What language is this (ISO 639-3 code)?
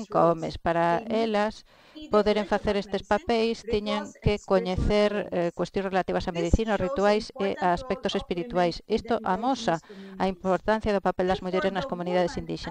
glg